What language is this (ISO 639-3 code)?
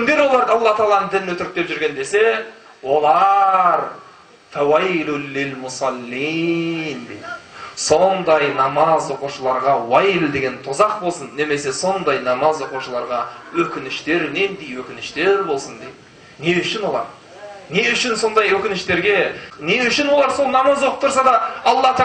kaz